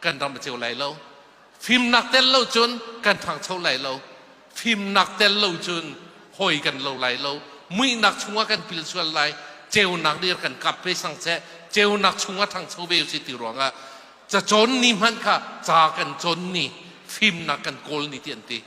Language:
Hakha Chin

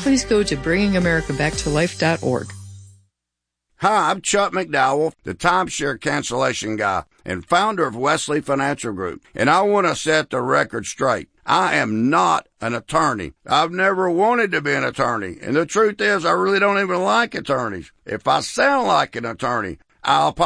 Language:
English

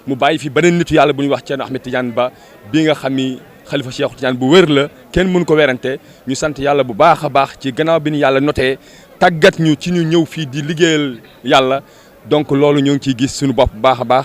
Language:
Wolof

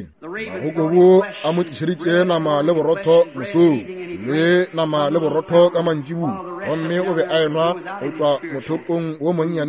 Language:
Northern Sotho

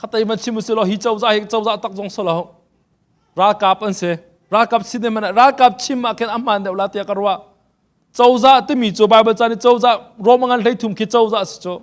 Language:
Hakha Chin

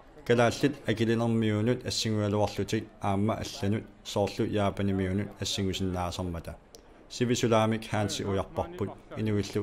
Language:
Kalaallisut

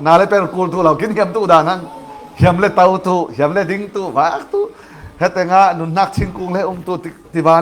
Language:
Falam Chin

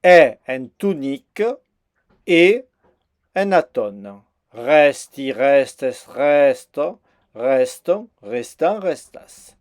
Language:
Occitan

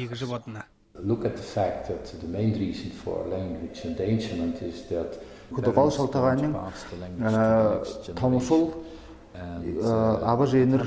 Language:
Buriat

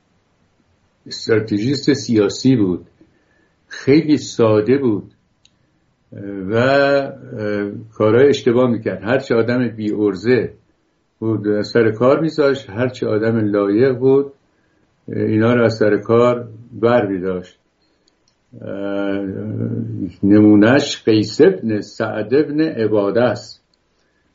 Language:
Persian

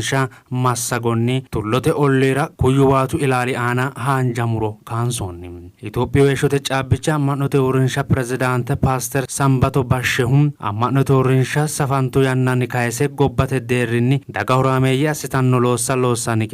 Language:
Sidamo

